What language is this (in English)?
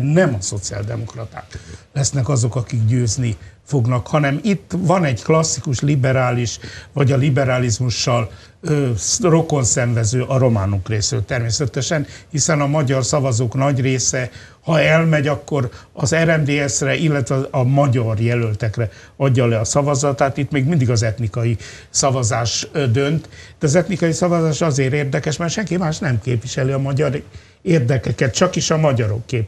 Hungarian